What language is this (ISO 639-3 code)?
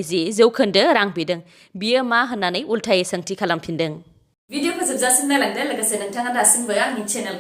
brx